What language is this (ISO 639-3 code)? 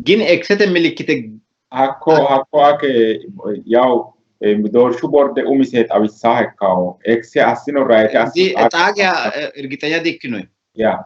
sid